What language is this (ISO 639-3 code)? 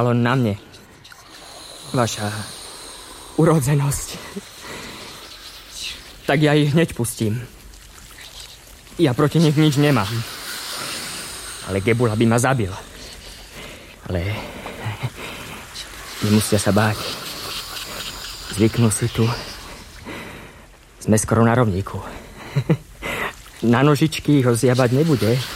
slk